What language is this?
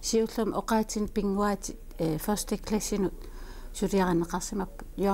Kalaallisut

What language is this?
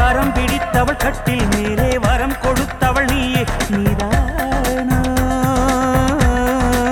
Tamil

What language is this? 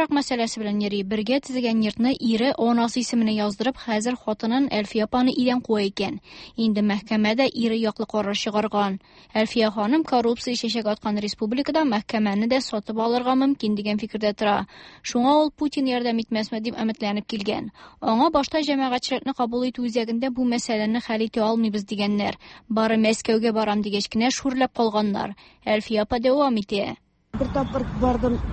Tatar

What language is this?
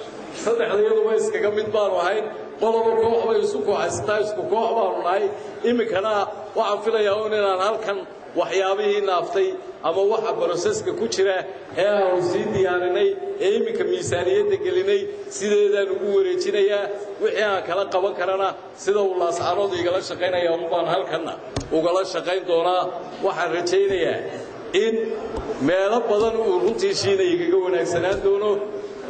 Somali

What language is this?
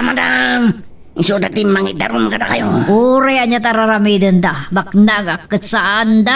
Iloko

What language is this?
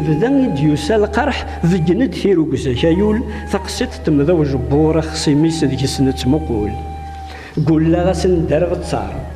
Kabyle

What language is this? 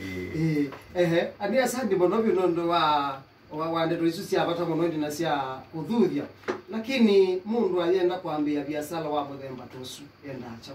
Kamba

